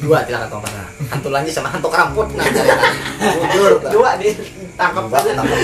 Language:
Banjar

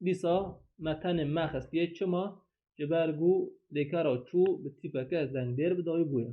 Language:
Kurdish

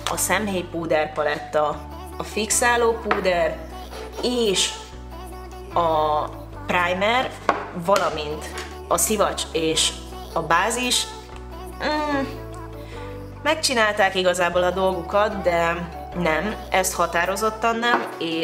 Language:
Hungarian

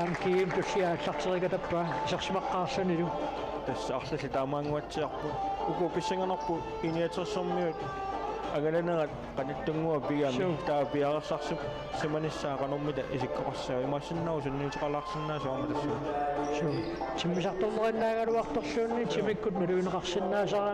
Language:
Kalaallisut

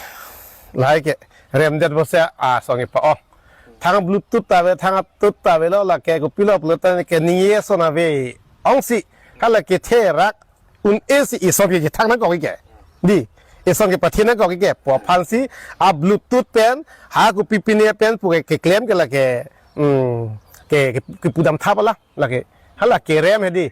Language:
Karbi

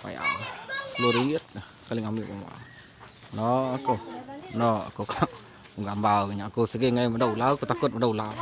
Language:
Iban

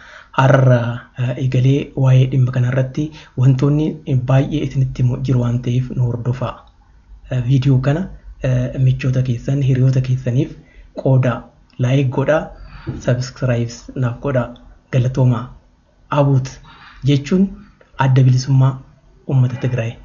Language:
Oromo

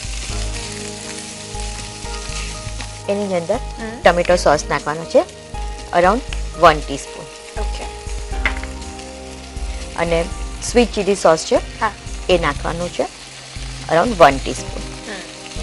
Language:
Gujarati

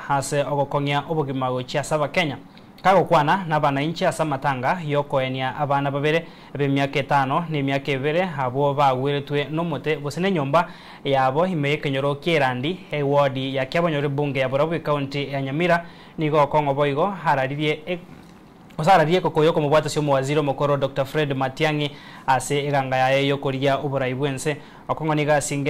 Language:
Gusii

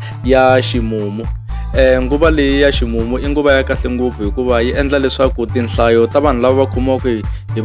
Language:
Tsonga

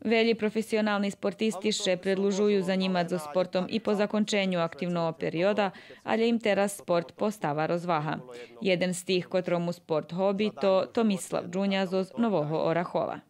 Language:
Rusyn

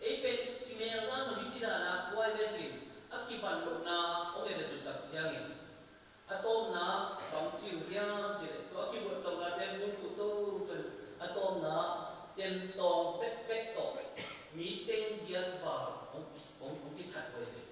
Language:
Tedim Chin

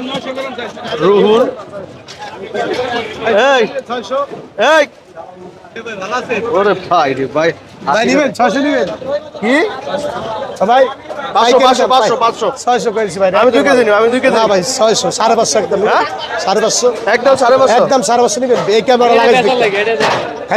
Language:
Bangla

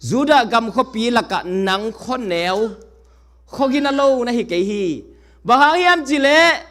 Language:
Tedim Chin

